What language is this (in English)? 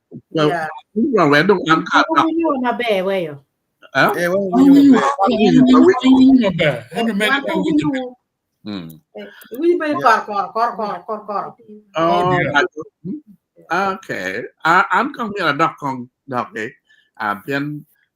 Acoli